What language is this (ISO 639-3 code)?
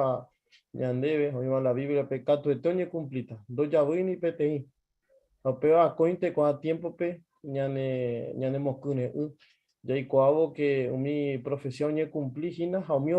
grn